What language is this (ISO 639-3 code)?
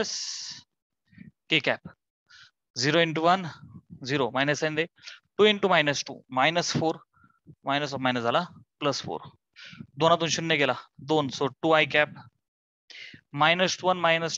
mar